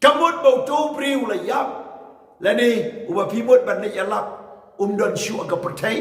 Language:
Khasi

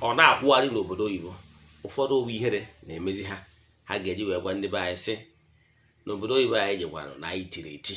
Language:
Igbo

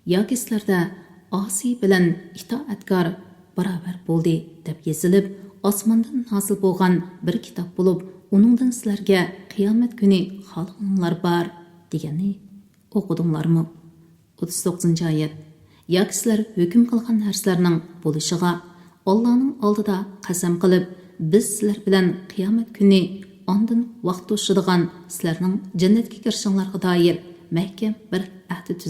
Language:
Uyghur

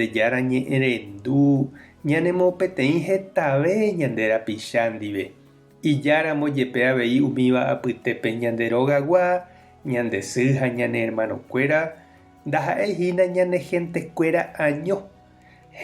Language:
Guarani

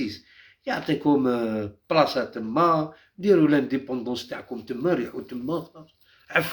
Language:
Algerian Arabic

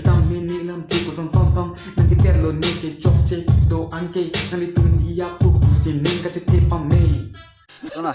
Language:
Karbi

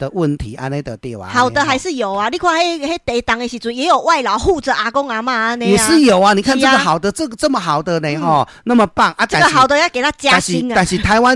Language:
Min Nan Chinese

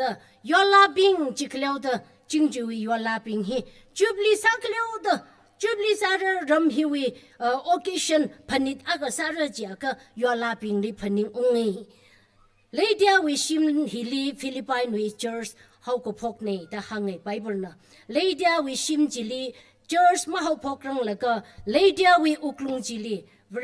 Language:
Tangkhul Naga (India)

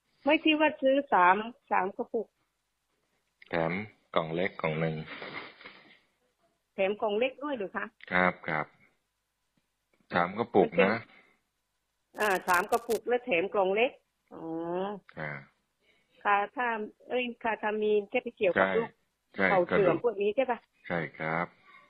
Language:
Thai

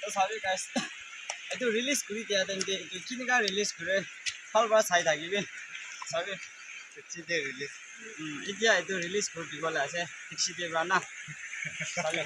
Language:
Naga Pidgin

